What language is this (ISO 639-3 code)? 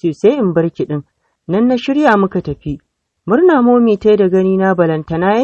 hau